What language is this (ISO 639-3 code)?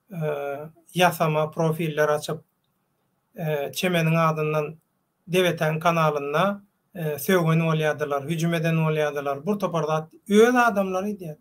tuk